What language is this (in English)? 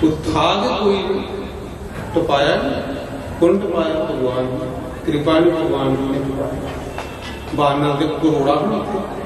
Dogri